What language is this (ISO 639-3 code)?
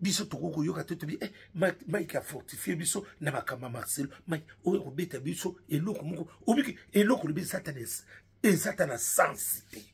lin